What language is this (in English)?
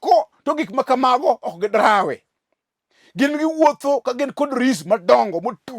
Luo (Kenya and Tanzania)